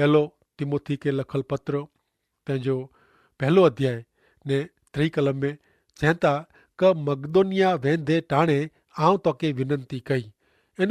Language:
Kachhi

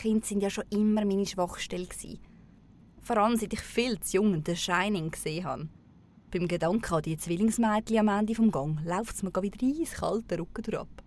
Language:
Swiss German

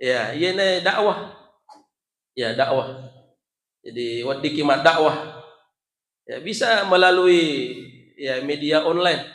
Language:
Buginese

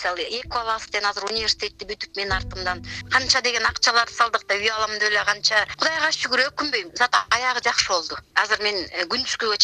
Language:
Kyrgyz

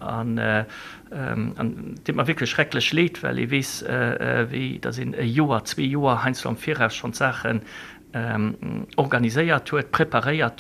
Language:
Luxembourgish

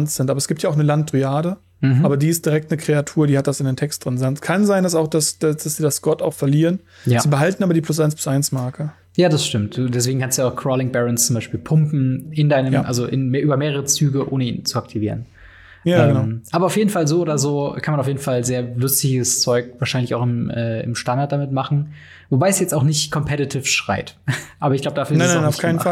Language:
German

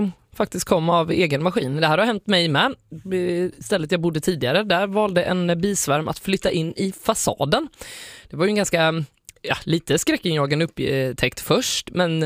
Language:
Swedish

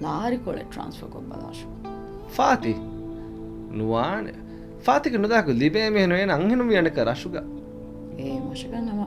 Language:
Divehi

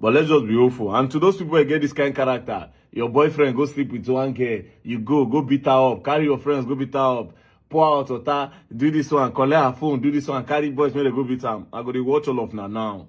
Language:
Nigerian Pidgin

